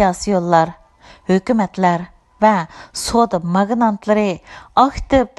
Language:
Uyghur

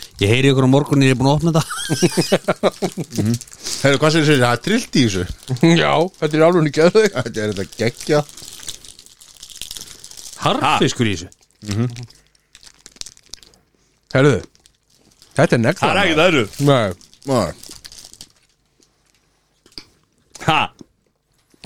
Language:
Icelandic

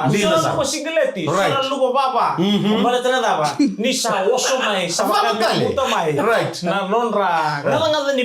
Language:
Fijian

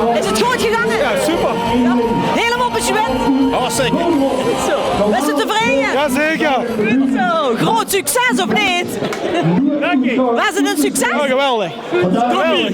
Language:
Limburgish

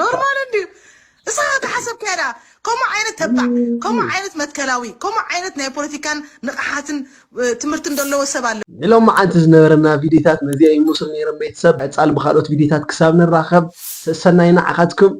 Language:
Tigrinya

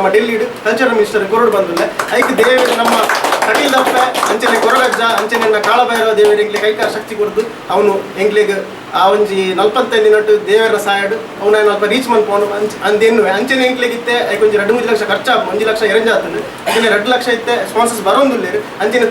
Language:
Tulu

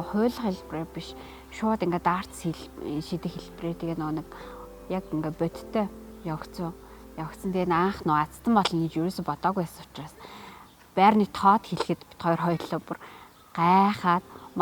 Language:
Mongolian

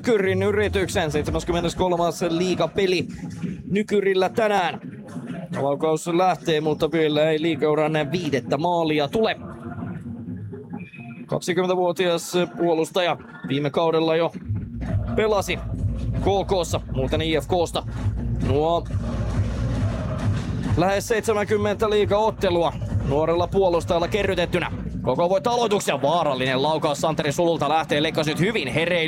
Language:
Finnish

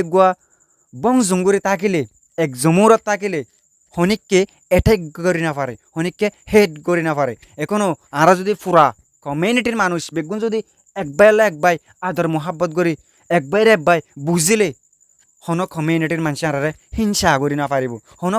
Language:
Rohingya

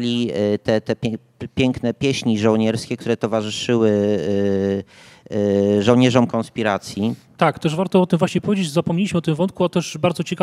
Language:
Polish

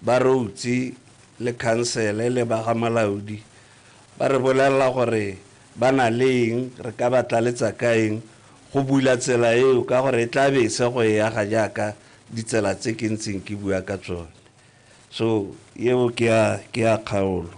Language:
Tswana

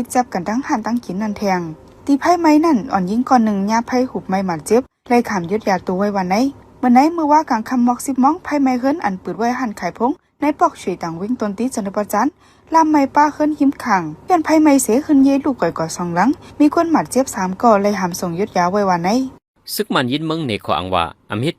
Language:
Shan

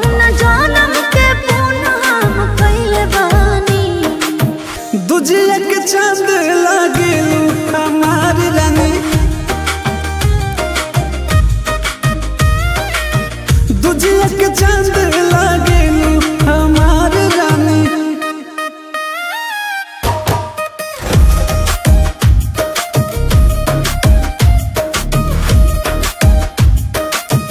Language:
Bhojpuri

